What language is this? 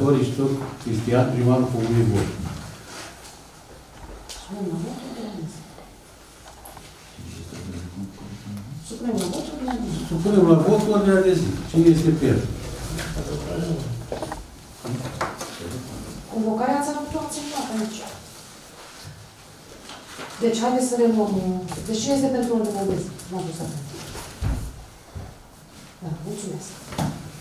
Romanian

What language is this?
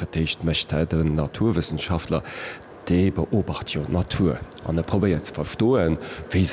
Luxembourgish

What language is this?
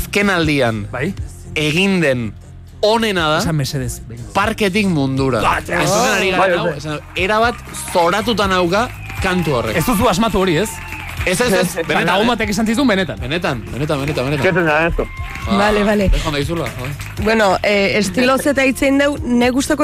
Basque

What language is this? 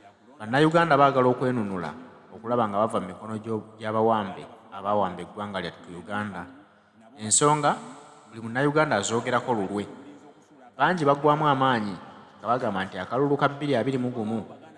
Ganda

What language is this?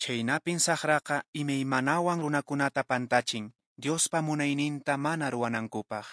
Quechua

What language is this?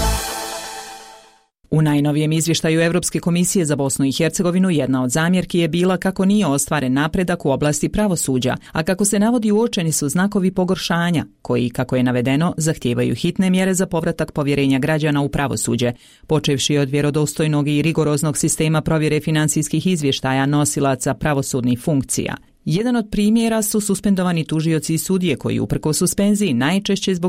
Bosnian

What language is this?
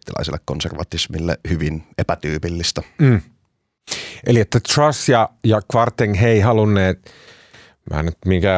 Finnish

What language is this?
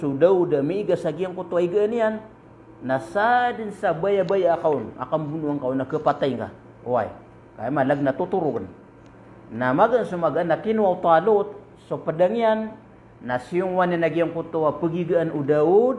Maranao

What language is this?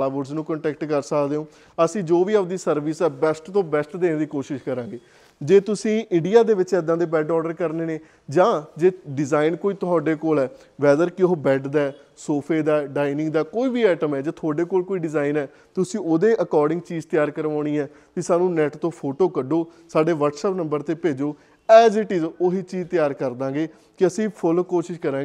Punjabi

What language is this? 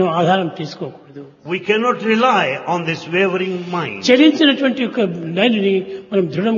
Telugu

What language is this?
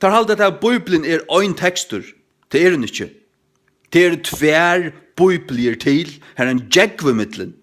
Faroese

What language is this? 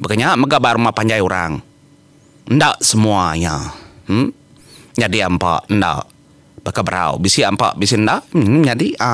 Iban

